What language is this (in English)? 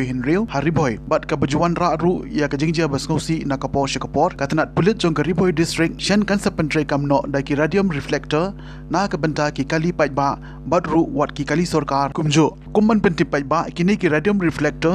Khasi